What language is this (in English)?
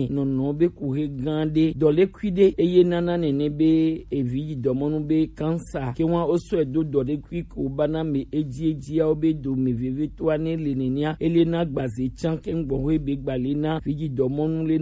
Gen